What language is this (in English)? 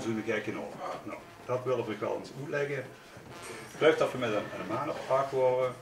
Limburgish